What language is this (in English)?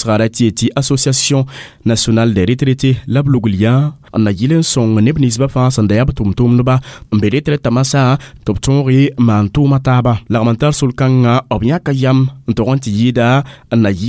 Mossi